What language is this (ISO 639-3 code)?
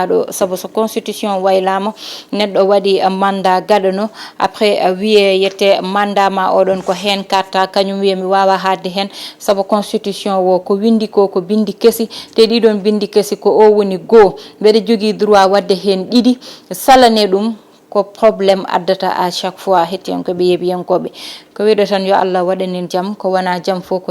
ful